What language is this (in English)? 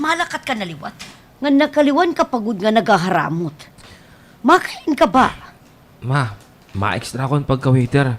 Waray